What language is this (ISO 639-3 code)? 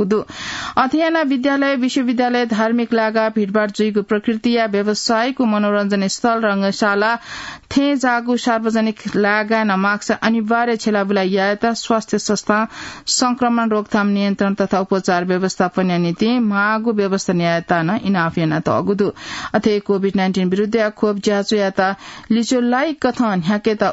new